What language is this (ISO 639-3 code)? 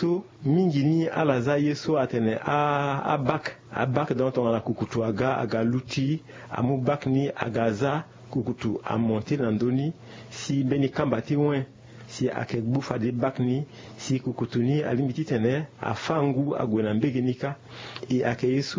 sag